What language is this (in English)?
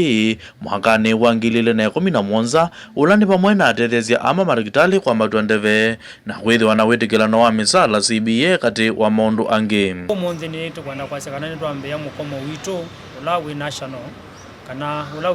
Kamba